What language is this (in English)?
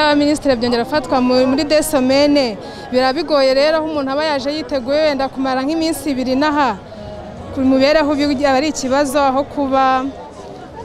Kinyarwanda